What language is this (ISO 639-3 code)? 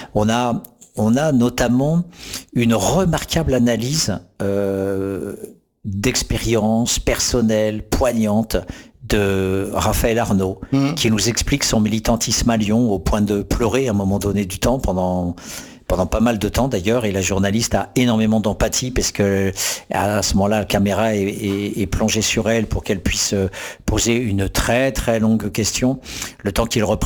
fra